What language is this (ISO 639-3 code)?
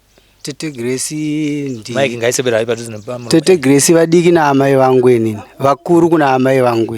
sna